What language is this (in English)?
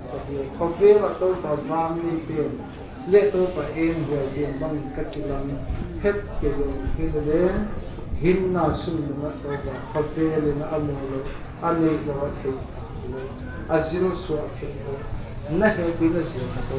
Paite Chin